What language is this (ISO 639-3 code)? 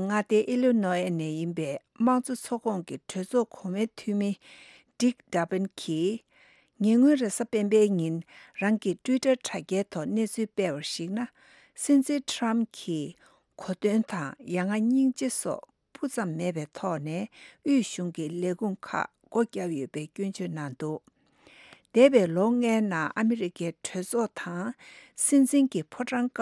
bod